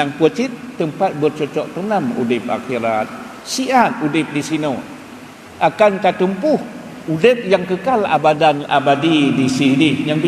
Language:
Achinese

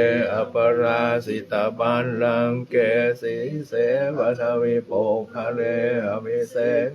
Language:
Pali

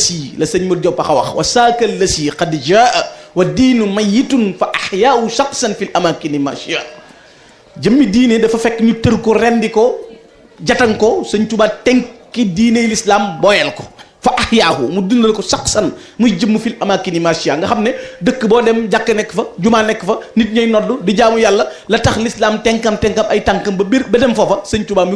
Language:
Wolof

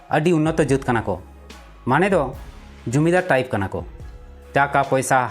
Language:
Santali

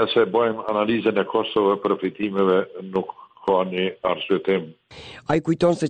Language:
Albanian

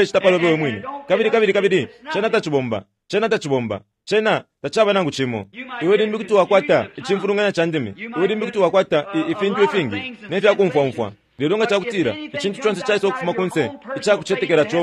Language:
Bemba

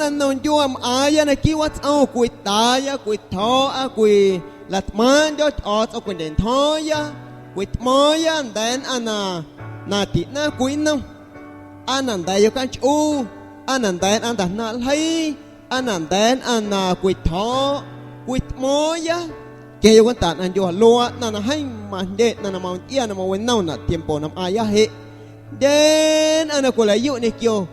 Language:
Guerrero Amuzgo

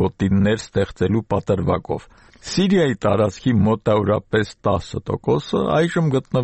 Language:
Armenian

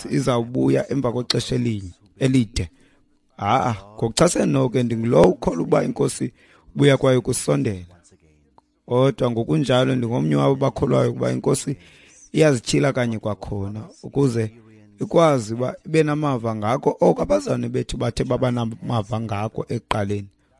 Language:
Xhosa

